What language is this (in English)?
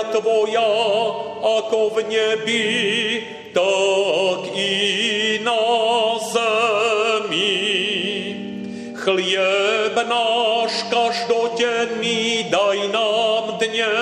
Slovak